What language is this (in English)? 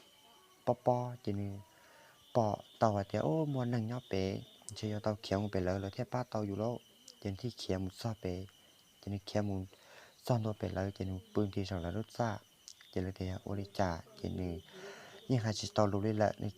Hmong